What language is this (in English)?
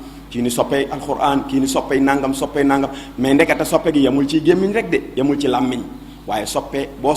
Wolof